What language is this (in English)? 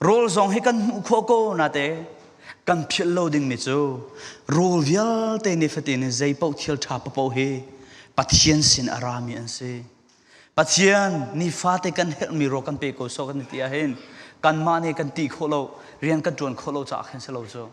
Falam Chin